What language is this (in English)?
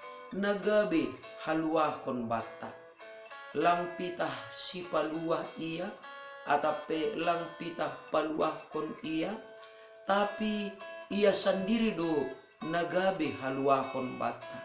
Batak Simalungun